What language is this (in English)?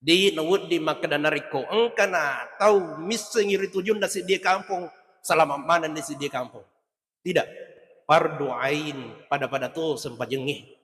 Buginese